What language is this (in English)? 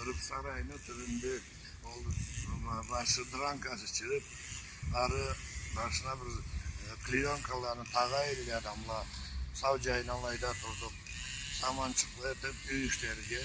Karachay-Balkar